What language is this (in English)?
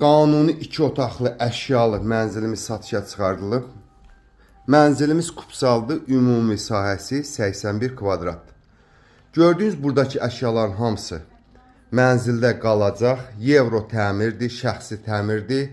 Azerbaijani